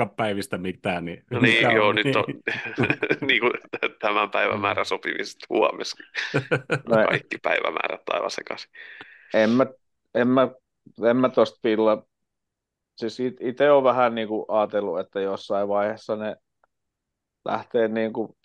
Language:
Finnish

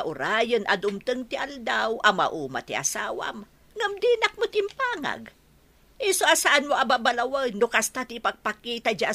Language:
Iloko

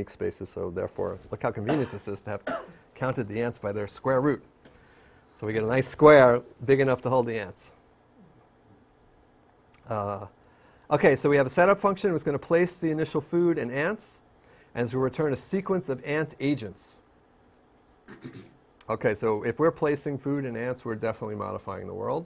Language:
English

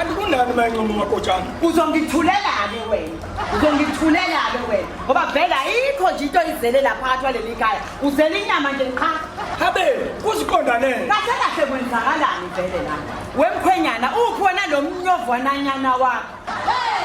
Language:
Zulu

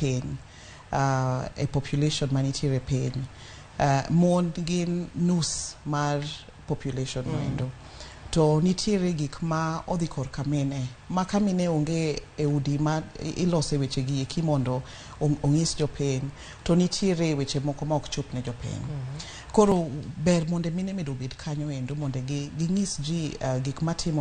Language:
Luo (Kenya and Tanzania)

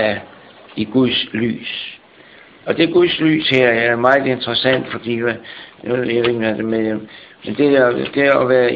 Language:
Danish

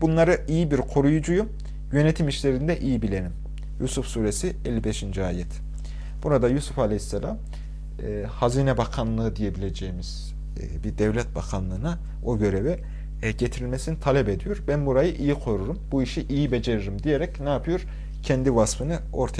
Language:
Turkish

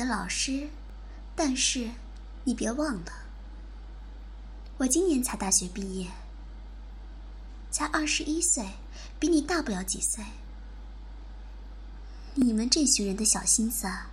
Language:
Chinese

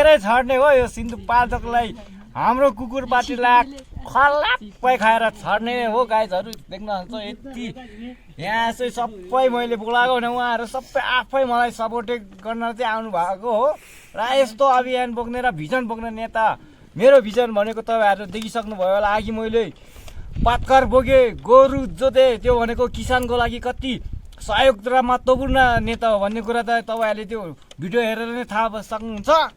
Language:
Nepali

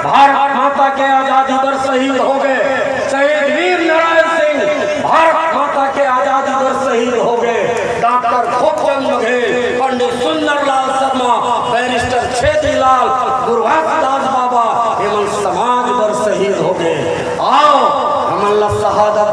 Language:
Chhattisgarhi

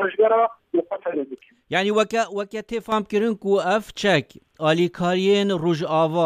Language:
Kurdish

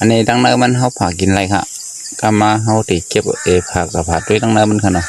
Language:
Shan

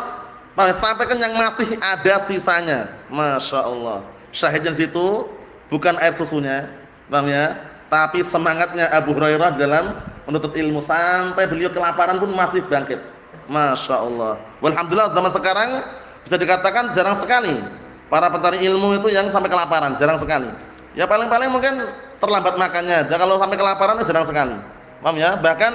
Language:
Indonesian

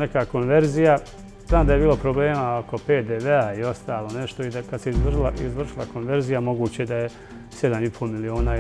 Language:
Bosnian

